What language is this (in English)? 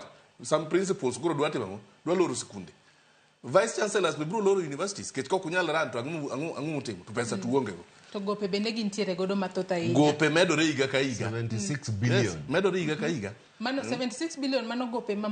Luo (Kenya and Tanzania)